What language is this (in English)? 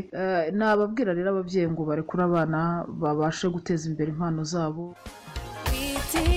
Kinyarwanda